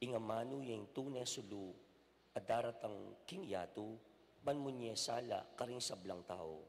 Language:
Pampanga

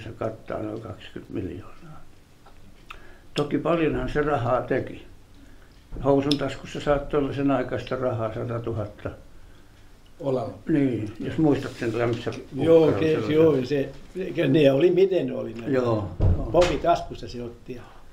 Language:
Finnish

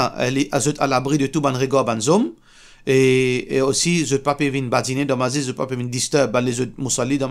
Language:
Morisyen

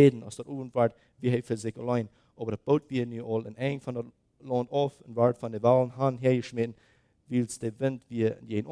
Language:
Plautdietsch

